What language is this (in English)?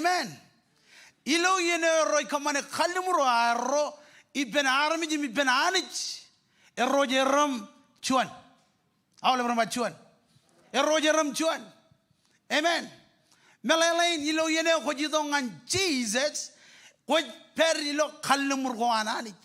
Marshallese